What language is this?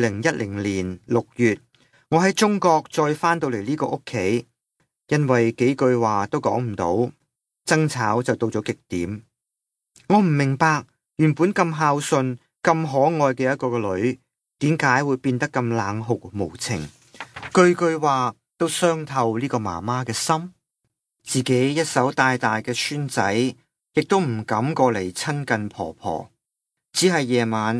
Cantonese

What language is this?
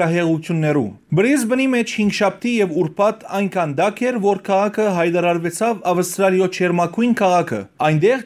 Western Armenian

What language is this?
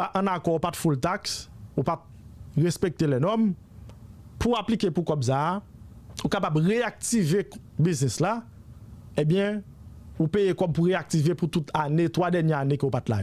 Haitian Creole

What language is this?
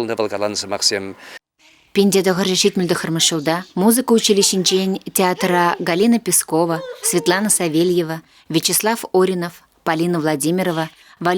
Chuvash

